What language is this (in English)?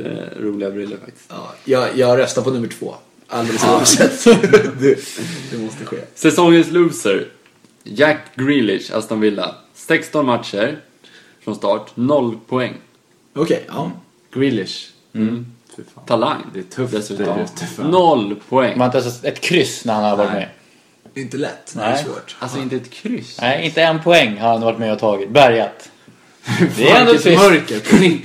Swedish